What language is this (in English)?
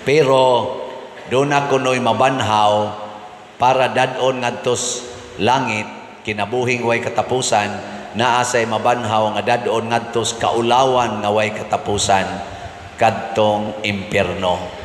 Cebuano